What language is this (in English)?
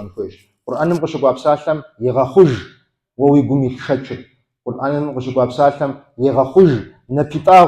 Kabardian